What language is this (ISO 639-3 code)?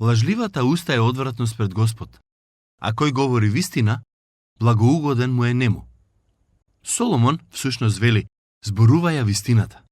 mkd